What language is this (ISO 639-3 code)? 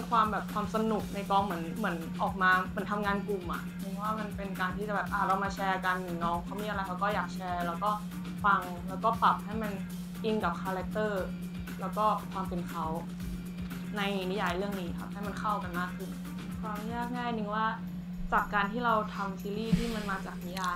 tha